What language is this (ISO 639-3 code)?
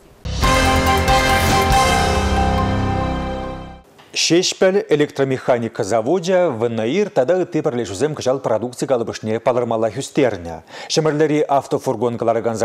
chv